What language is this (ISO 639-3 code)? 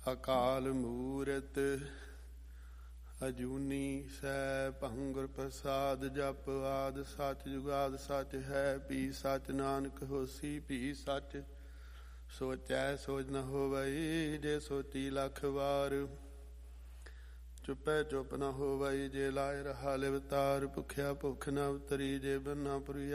pan